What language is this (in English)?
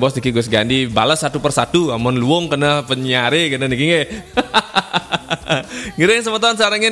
Balinese